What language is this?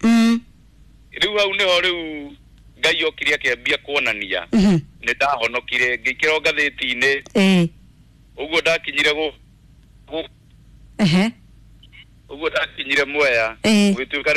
Kikuyu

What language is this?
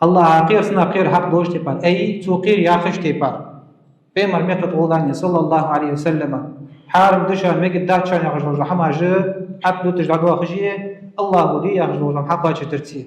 Ingush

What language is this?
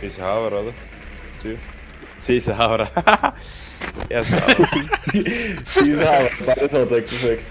Bavarian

